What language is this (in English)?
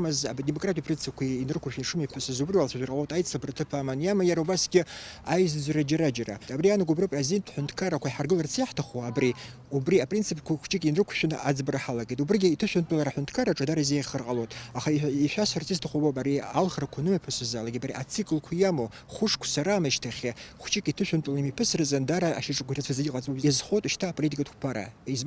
Abkhazian